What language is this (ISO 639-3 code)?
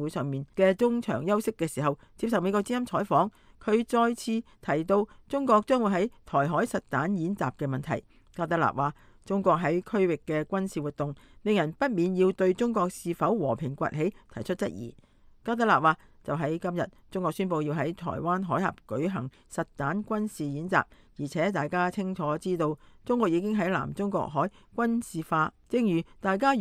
yue